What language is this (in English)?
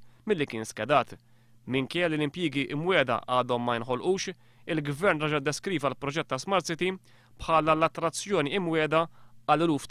Maltese